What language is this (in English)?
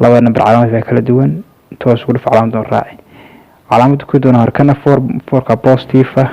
Somali